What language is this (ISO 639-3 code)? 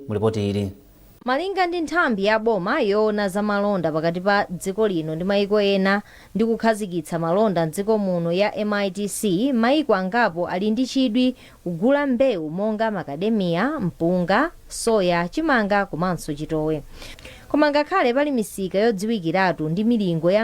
nya